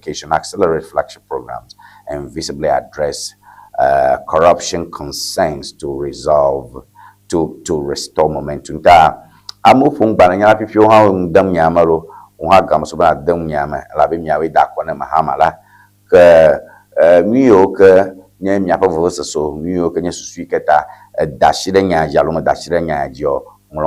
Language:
Ewe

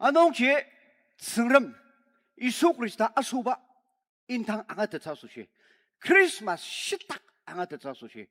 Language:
Ao Naga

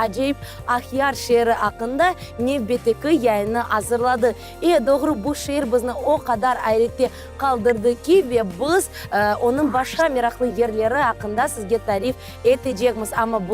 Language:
Crimean Tatar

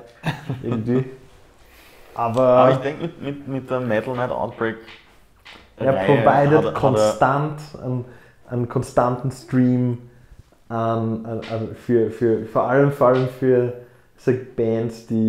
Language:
German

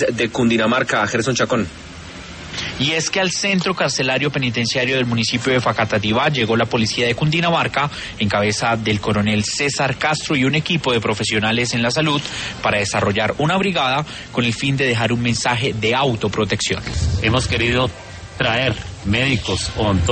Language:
Spanish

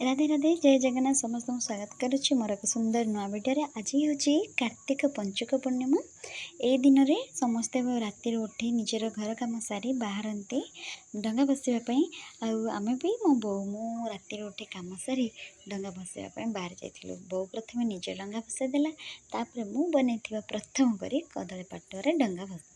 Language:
Odia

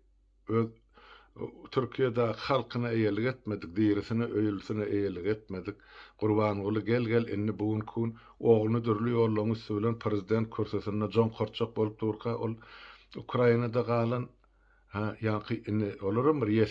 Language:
Turkmen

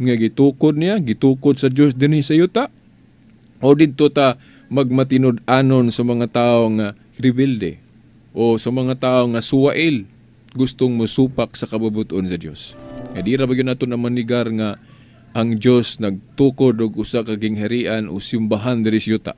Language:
Cebuano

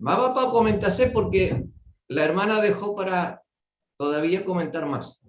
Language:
Guarani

